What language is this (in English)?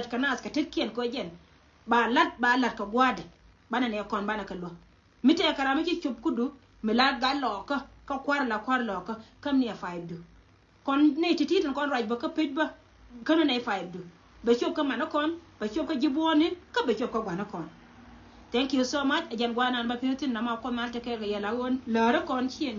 Nuer